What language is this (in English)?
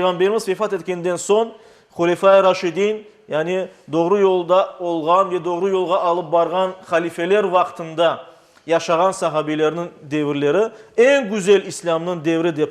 Crimean Tatar